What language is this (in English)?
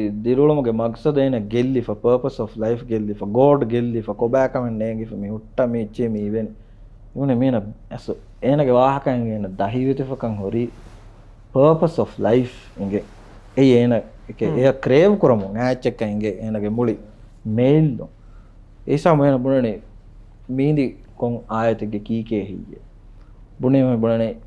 Divehi